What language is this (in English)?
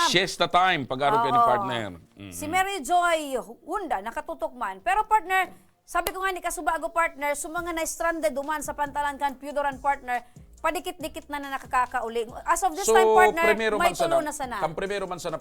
Bikol